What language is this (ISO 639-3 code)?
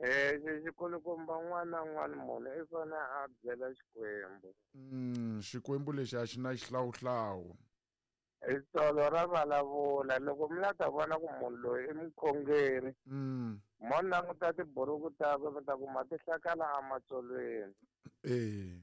tso